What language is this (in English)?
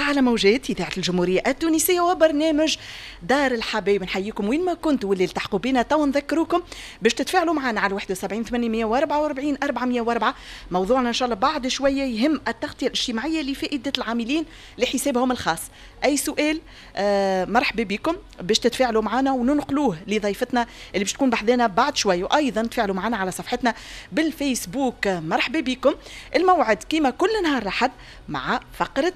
Tunisian Arabic